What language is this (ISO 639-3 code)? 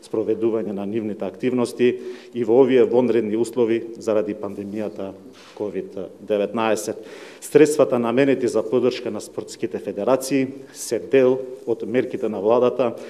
mkd